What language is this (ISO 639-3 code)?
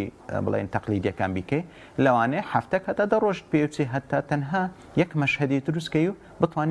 ckb